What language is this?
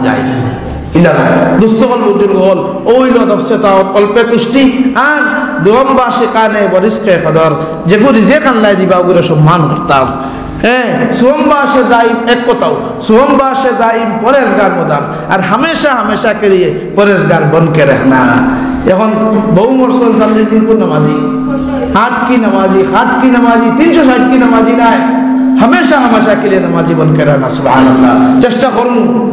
Sylheti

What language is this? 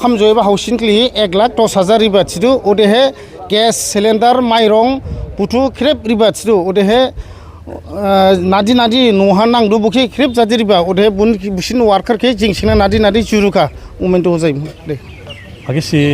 Dimasa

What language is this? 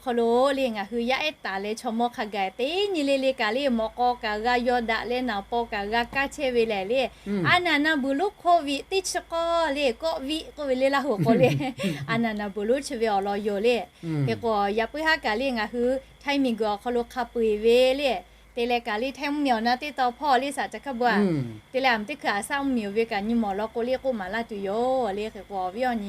Lahu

